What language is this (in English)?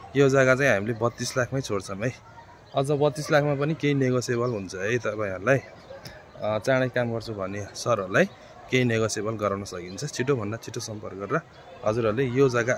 Nepali